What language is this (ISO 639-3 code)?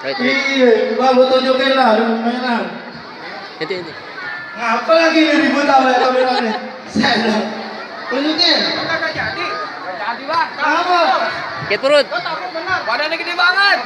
bew